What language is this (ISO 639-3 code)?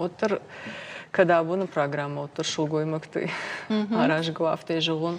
oss